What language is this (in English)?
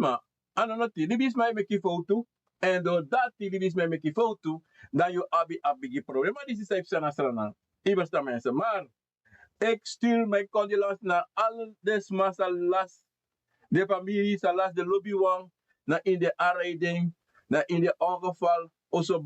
Sranan Tongo